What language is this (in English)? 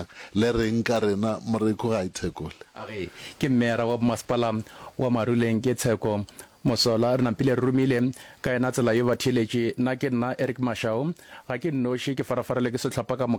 Northern Sotho